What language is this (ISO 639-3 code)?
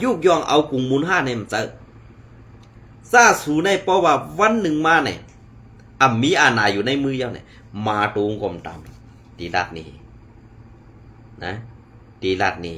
shn